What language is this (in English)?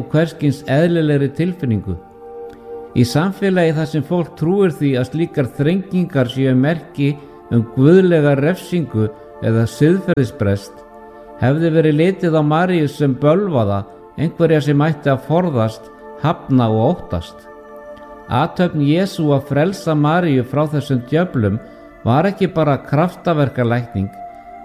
Icelandic